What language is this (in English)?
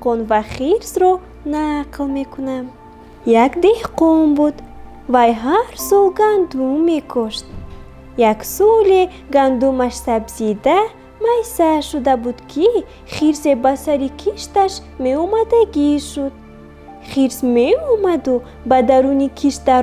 Tajik